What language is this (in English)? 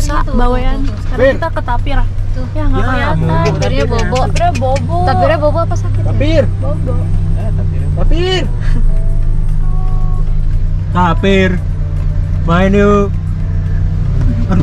Indonesian